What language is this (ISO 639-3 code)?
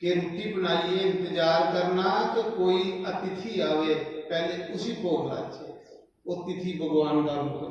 doi